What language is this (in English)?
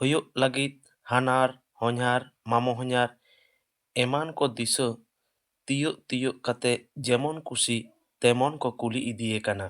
Santali